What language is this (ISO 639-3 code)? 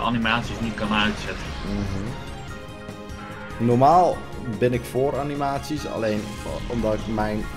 nld